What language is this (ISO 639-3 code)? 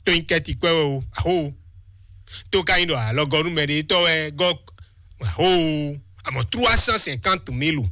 fon